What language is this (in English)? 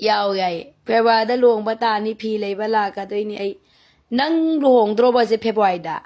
Manipuri